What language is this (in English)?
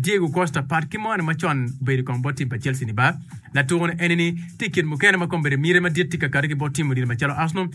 Acoli